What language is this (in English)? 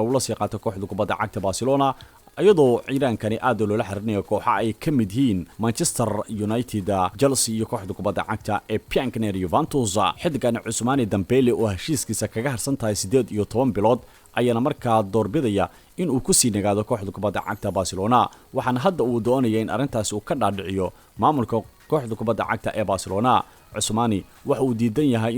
Somali